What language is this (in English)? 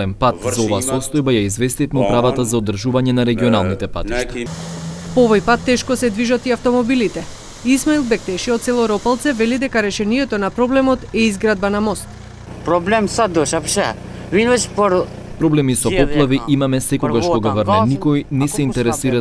Macedonian